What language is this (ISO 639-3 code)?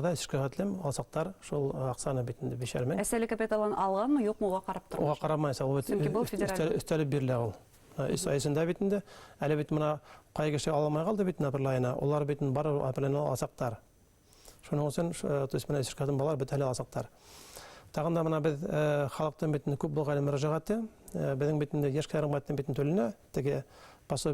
bak